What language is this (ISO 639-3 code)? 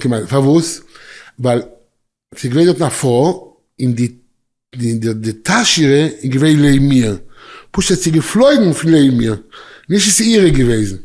yid